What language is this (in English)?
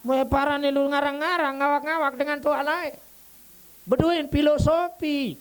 Sasak